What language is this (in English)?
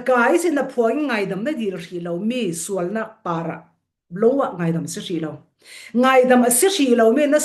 Falam Chin